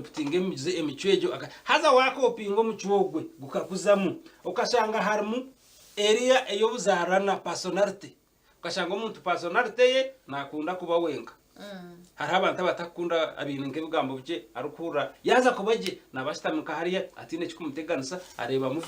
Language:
Nyankole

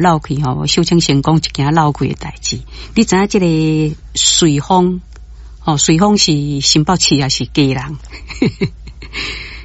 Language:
Min Nan Chinese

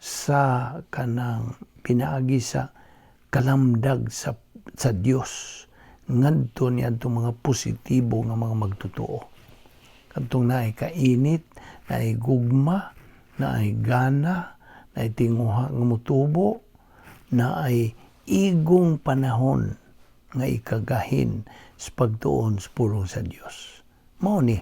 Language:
Cebuano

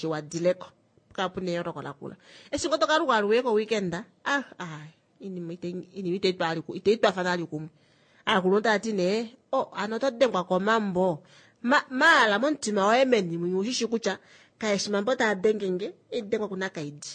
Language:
Kuanyama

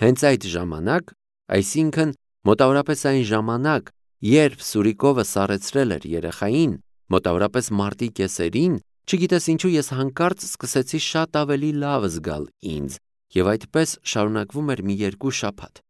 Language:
Armenian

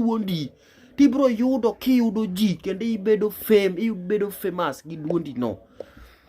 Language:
Luo (Kenya and Tanzania)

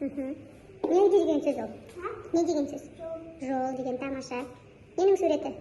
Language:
Kazakh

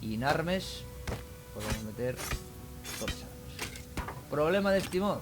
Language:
Asturian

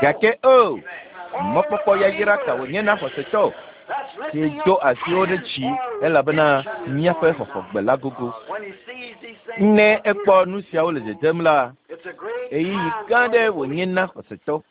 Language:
Ewe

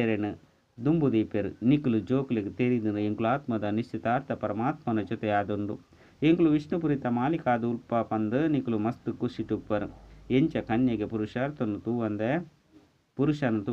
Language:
Tulu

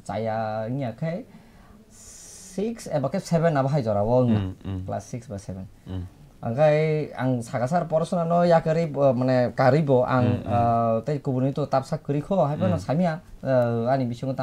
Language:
Kok Borok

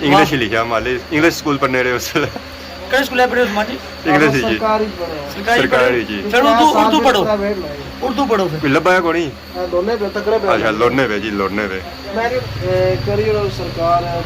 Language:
Pahari-Potwari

